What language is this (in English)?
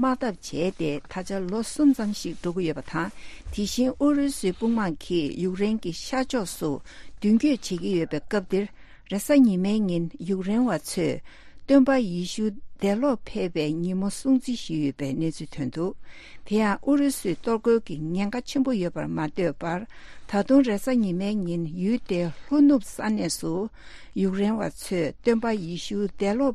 Tibetan